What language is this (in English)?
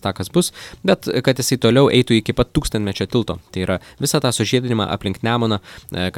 Lithuanian